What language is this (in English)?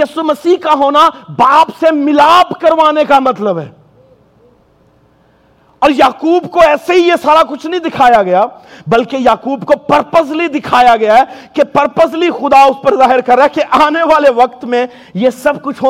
Urdu